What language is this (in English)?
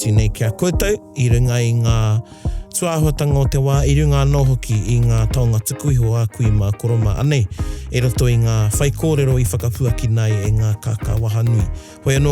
Māori